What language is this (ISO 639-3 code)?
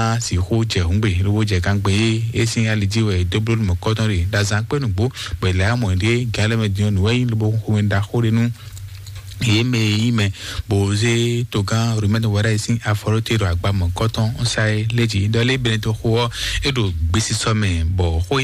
fon